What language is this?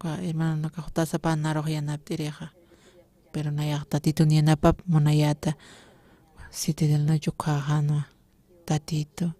Aymara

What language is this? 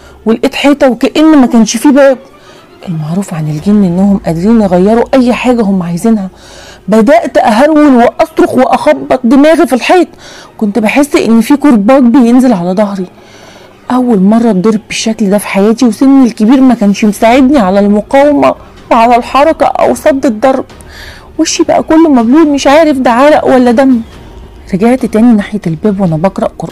Egyptian Arabic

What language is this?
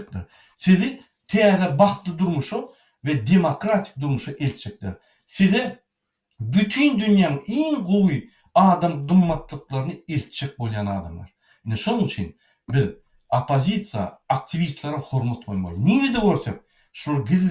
Turkmen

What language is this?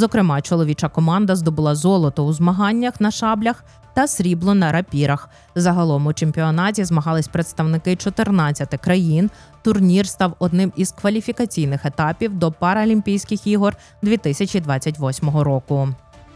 Ukrainian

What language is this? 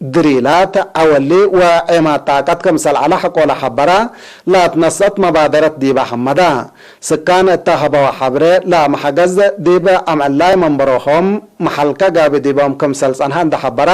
Tigre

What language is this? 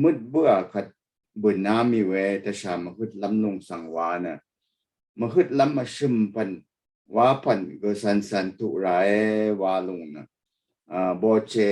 Rawang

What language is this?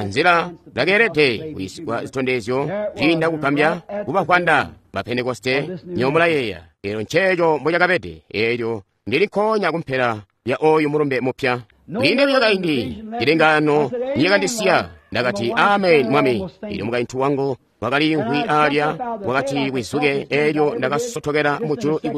Tonga (Zambia)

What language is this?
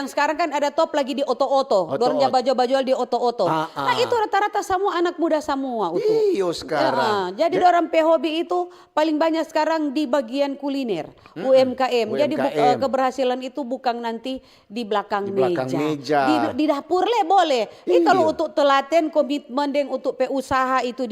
Manado Malay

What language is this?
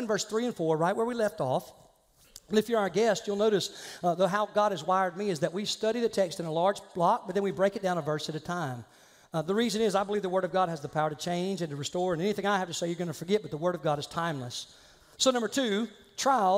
English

